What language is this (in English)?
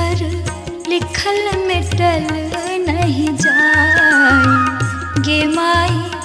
Maithili